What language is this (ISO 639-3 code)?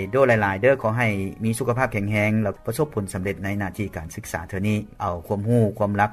lao